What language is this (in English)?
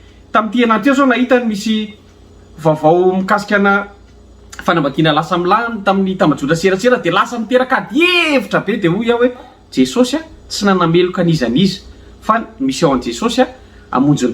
Malagasy